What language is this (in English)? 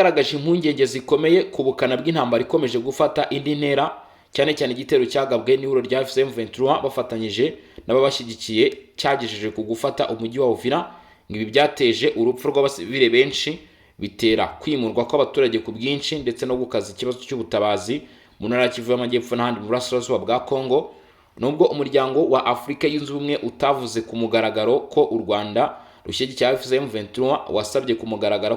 Kinyarwanda